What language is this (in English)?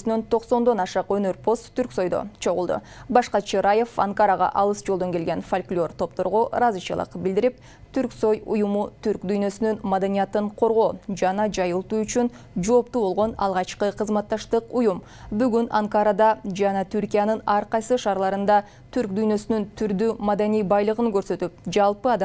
Kyrgyz